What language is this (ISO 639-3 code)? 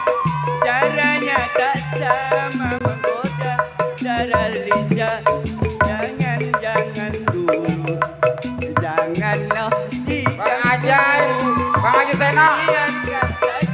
bew